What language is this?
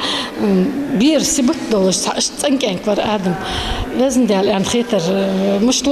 Ingush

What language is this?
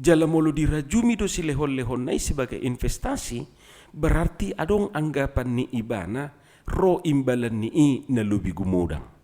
Batak Toba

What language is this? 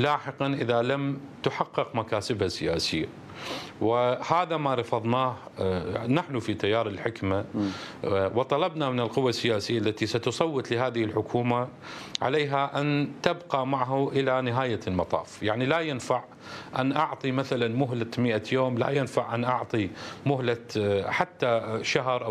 Mesopotamian Arabic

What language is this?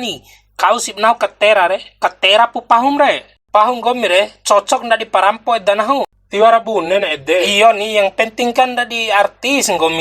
Bima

